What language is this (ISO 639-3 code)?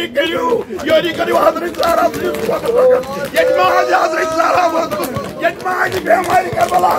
kas